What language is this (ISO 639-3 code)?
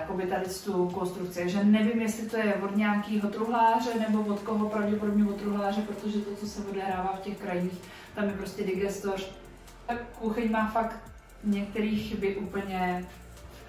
ces